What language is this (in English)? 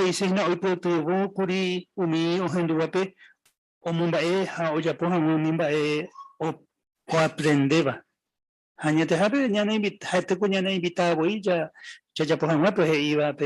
Guarani